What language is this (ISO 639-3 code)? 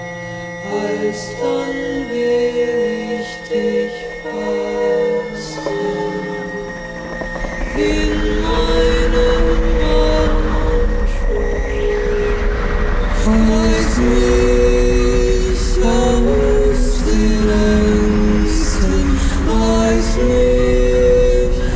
deu